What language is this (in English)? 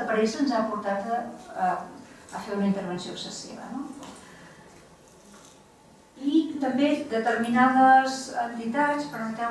Catalan